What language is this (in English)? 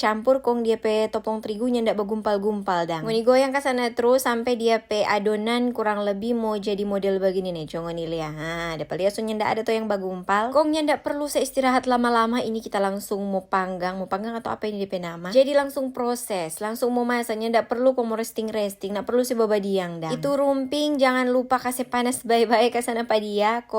Manado Malay